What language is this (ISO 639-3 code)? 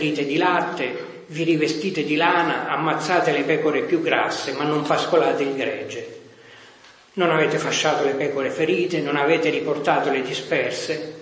ita